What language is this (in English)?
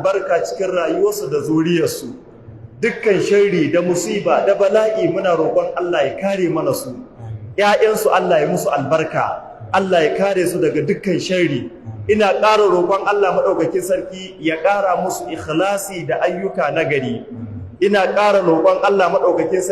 Hausa